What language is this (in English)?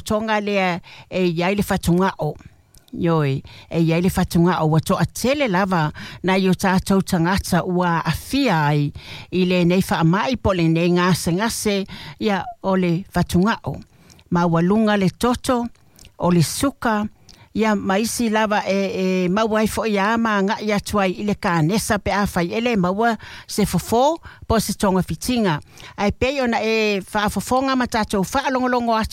Samoan